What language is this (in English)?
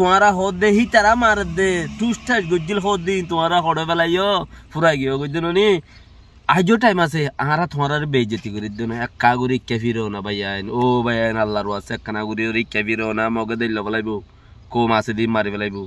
Rohingya